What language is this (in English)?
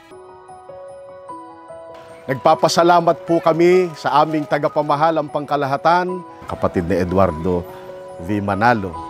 Filipino